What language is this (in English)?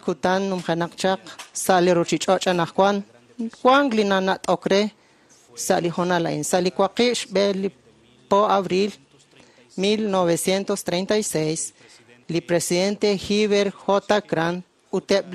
Kekchí